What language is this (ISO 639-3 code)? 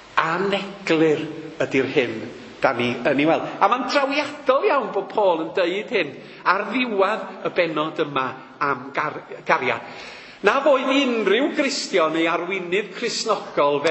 cym